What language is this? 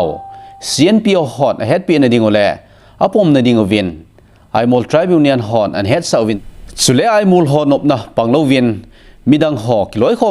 Thado Chin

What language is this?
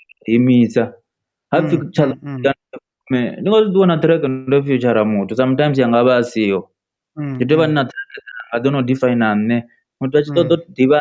Venda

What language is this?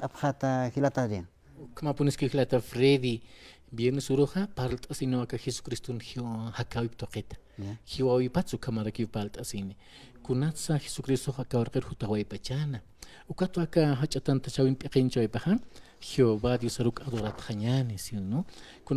Aymara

